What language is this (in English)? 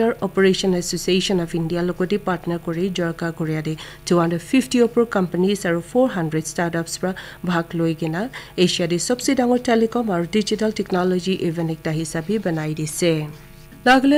Naga Pidgin